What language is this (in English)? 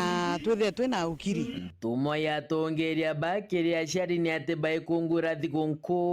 Meru